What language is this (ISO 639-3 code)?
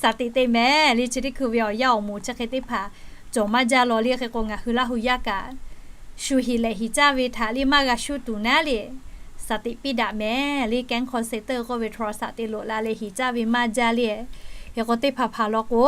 lhu